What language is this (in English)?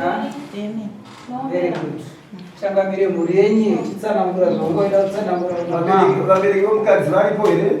Shona